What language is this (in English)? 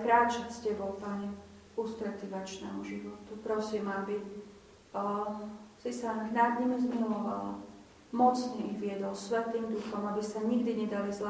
Slovak